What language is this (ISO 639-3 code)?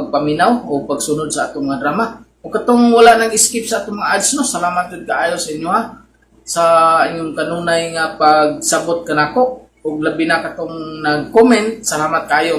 ceb